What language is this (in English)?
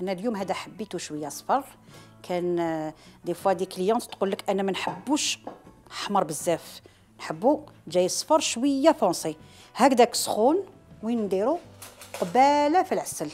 Algerian Arabic